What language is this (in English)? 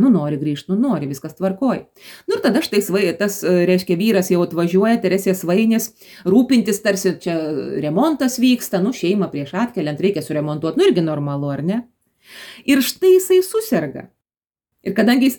Lithuanian